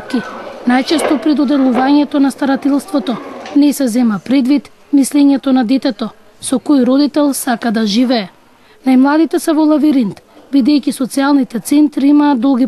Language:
Macedonian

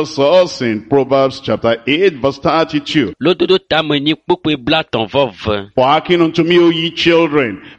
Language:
Ewe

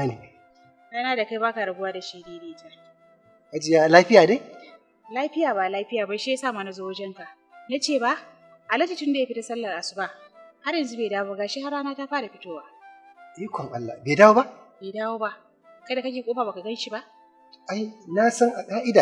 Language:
Hausa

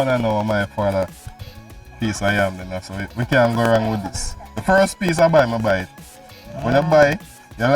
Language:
Jamaican Creole English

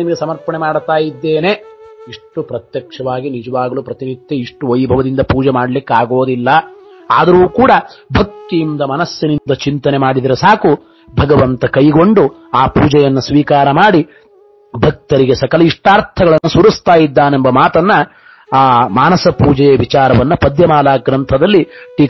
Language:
Kannada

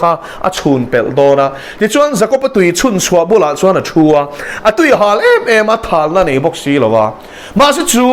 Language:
Mizo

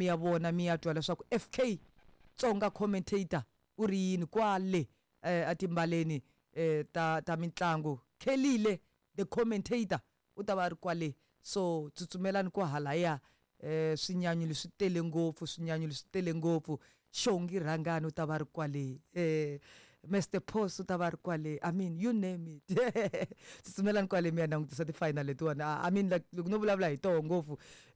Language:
Tsonga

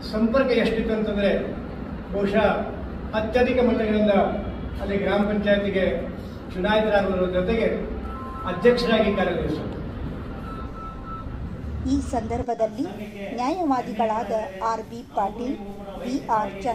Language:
Kannada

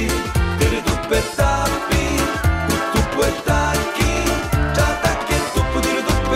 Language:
Sicilian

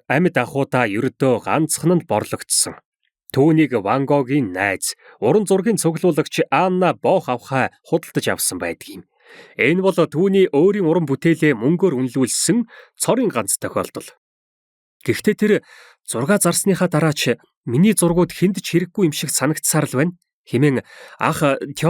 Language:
Mongolian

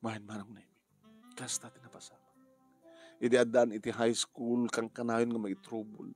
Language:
Iloko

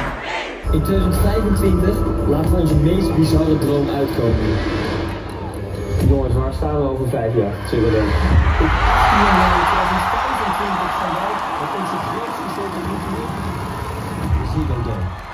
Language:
Dutch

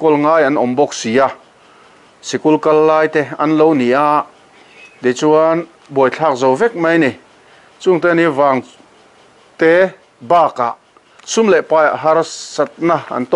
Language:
Mizo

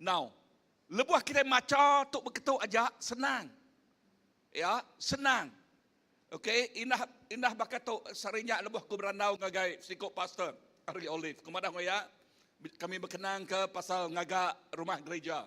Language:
Iban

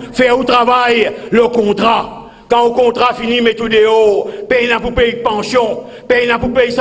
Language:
Morisyen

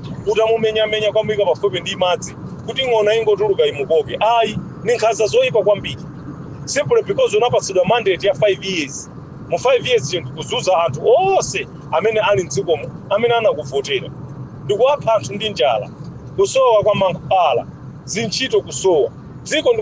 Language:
Nyanja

